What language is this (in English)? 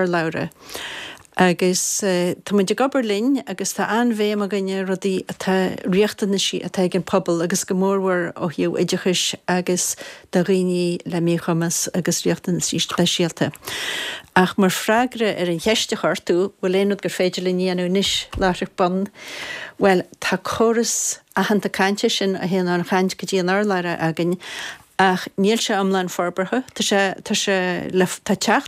Irish